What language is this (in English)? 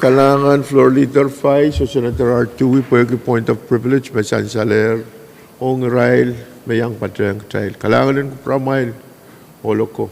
Pohnpeian